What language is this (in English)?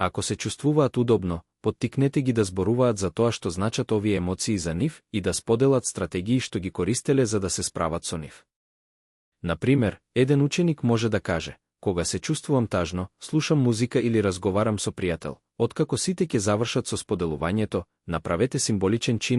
Macedonian